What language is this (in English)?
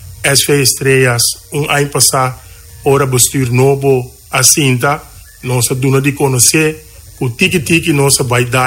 Papiamento